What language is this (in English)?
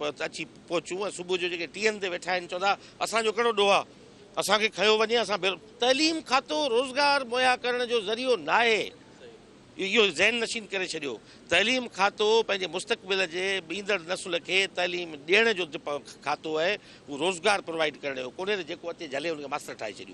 Sindhi